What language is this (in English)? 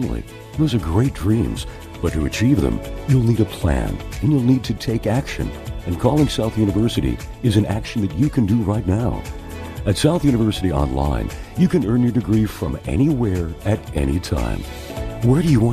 English